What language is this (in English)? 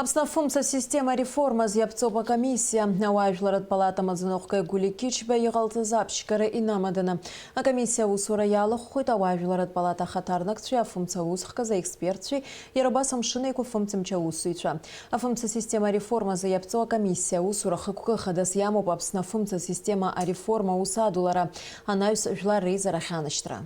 Abkhazian